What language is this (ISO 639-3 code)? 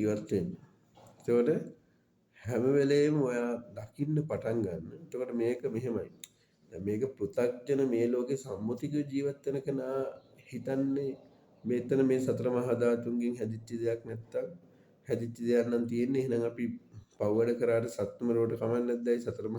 sin